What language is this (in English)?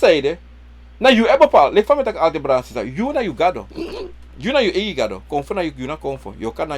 Sranan Tongo